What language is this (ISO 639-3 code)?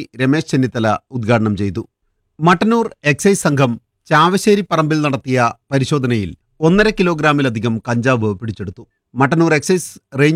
mal